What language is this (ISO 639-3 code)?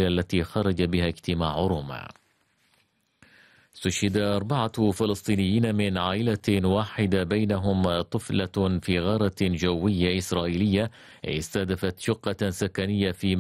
ara